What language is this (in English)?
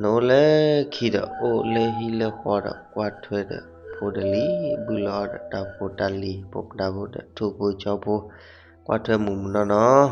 S'gaw Karen